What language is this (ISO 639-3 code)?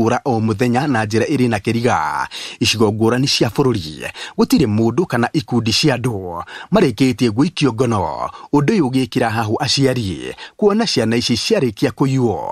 kik